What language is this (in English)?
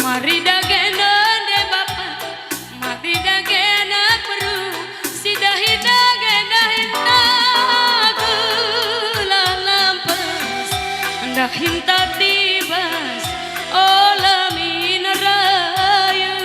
Batak Karo